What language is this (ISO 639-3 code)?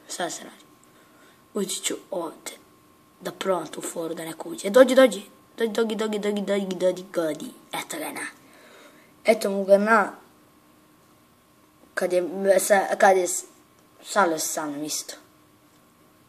hrv